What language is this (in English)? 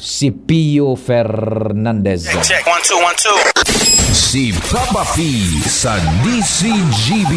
Bikol